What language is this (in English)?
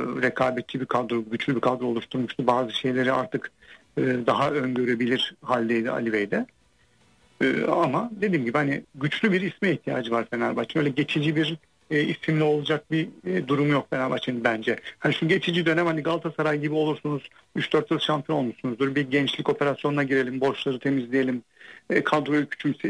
Turkish